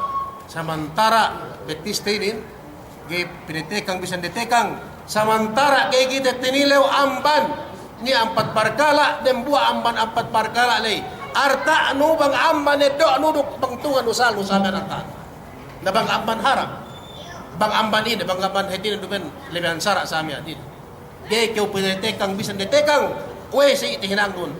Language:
Yakan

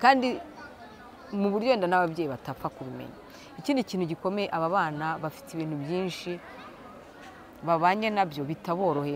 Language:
Kinyarwanda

